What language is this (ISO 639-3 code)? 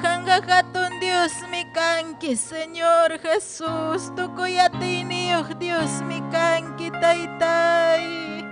quy